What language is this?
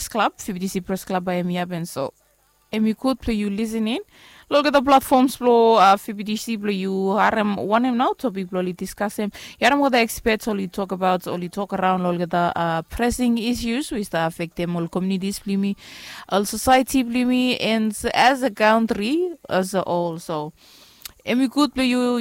Bislama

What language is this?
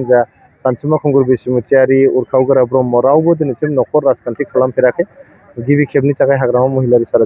Bodo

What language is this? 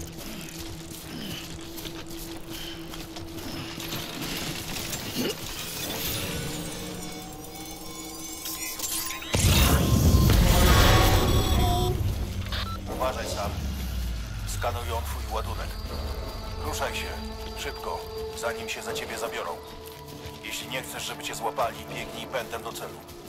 Polish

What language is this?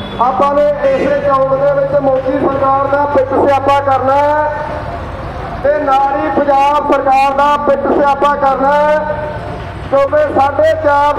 Punjabi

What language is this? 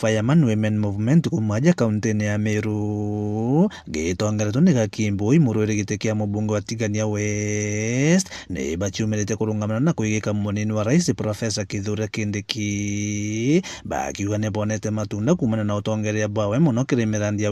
Meru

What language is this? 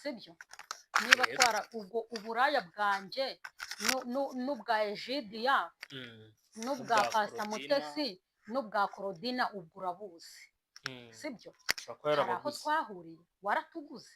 Kinyarwanda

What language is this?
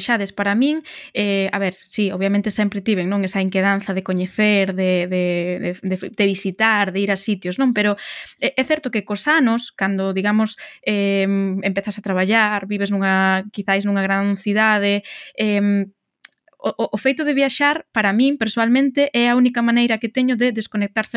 Galician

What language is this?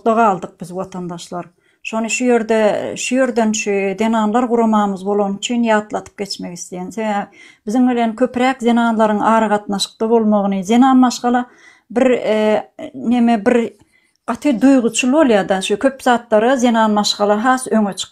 Turkmen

